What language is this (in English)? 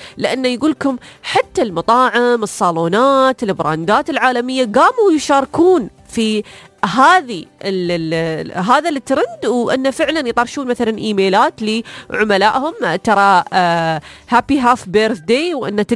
Najdi Arabic